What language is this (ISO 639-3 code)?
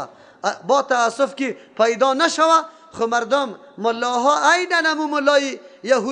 fas